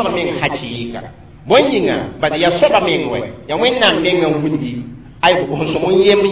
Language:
Mossi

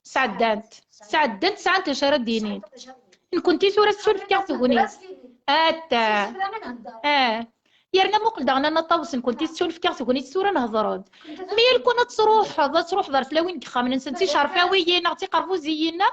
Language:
Kabyle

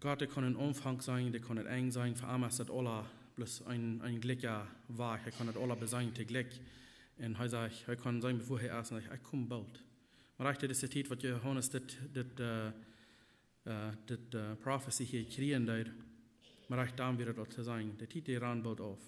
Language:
Plautdietsch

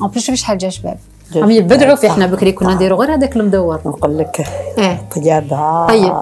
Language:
Algerian Arabic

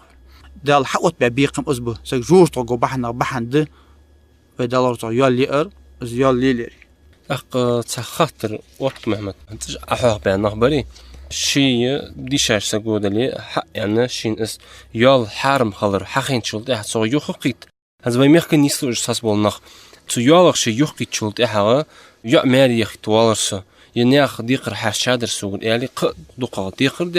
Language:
Ingush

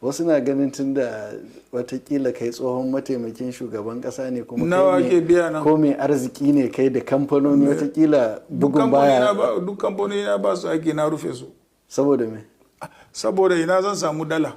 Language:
Hausa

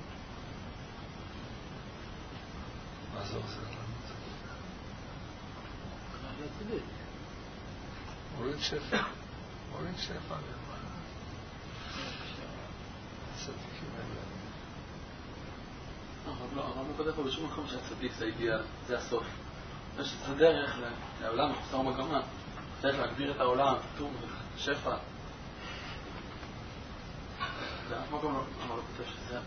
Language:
Hebrew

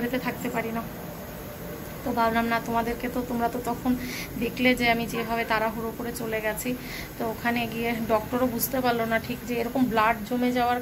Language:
Bangla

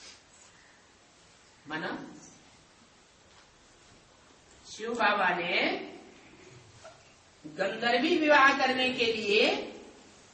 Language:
Hindi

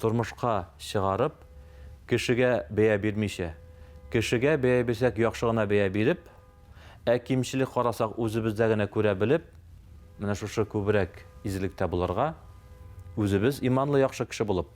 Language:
Tatar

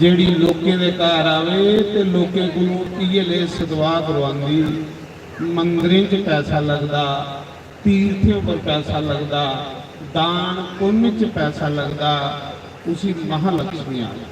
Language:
Dogri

